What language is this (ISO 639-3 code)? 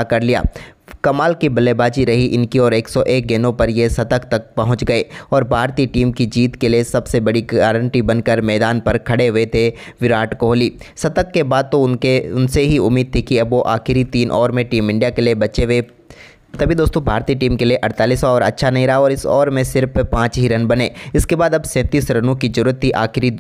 hin